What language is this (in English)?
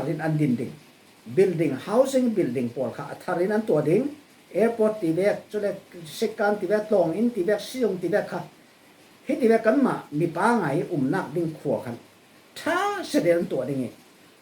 Falam Chin